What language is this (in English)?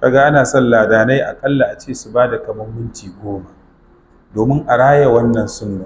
Hausa